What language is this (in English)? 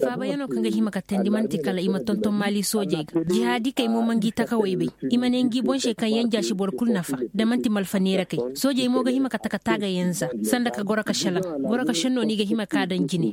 Koyraboro Senni